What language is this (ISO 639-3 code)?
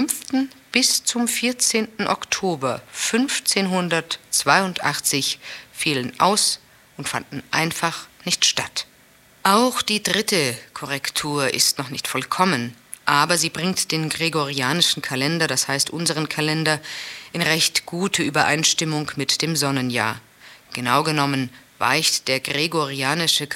deu